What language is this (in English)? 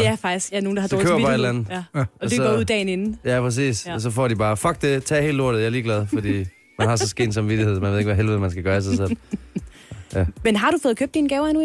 Danish